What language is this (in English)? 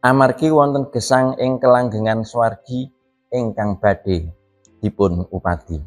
Javanese